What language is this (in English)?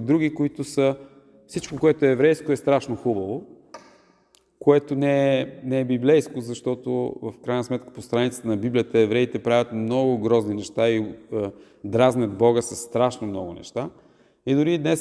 Bulgarian